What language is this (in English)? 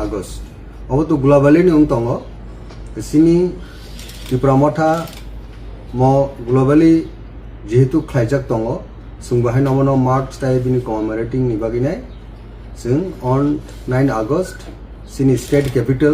Kok Borok